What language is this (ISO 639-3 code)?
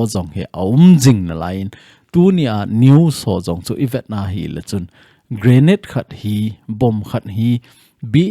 tcz